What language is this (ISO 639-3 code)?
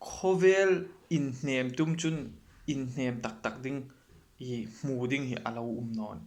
hmr